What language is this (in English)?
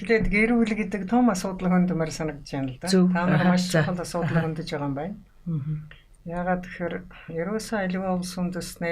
Mongolian